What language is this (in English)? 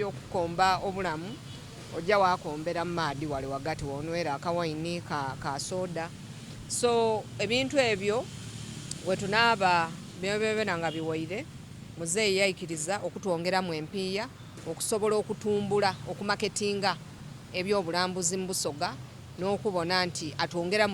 Soga